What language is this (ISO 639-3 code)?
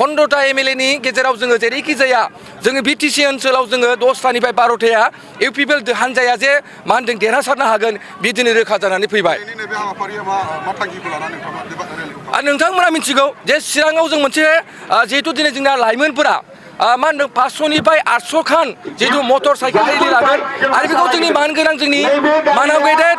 brx